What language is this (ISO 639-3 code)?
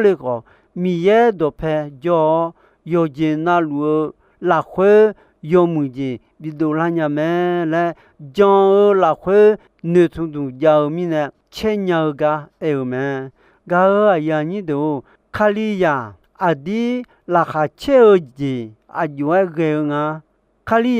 ahk